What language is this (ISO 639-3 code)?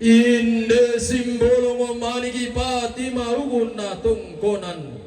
sda